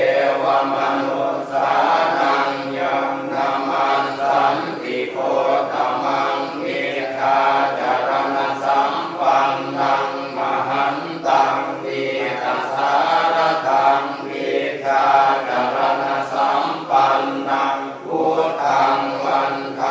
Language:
Pali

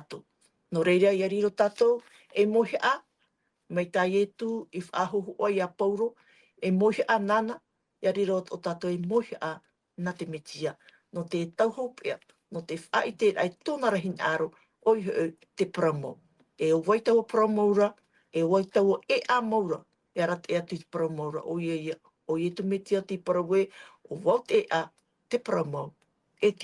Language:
Tahitian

